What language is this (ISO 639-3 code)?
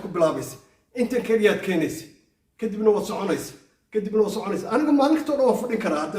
som